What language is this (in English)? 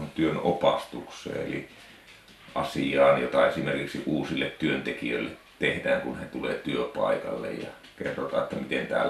Finnish